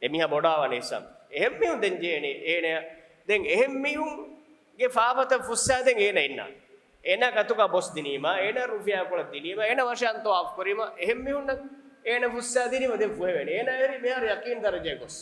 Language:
Divehi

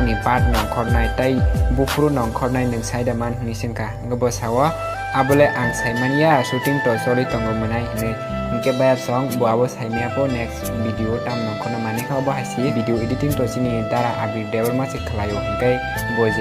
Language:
Kok Borok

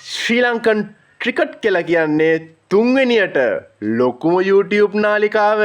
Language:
Sinhala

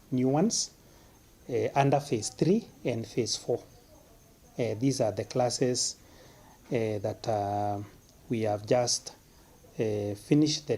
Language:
Meru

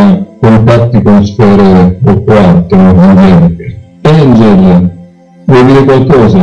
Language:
Italian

